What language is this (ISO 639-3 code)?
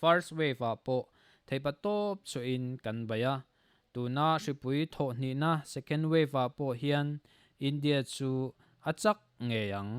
lus